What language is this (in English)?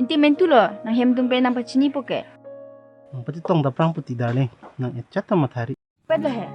Karbi